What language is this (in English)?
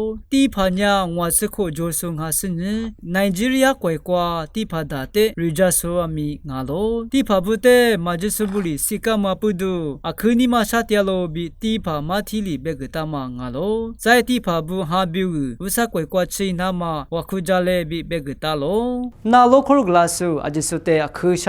Lisu